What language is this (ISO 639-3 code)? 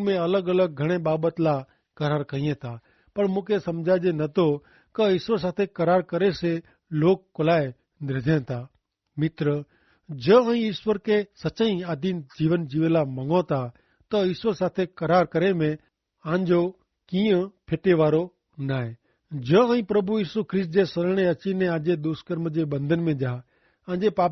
kfr